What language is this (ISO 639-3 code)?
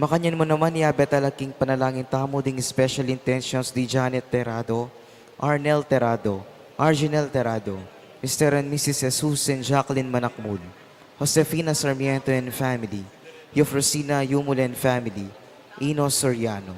pam